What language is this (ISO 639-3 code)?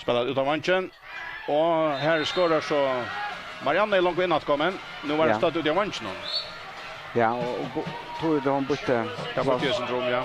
fao